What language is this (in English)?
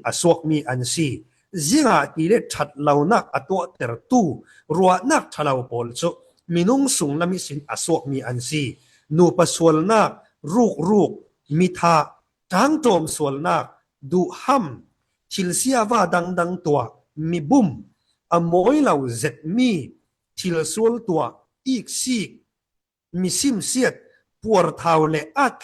Falam Chin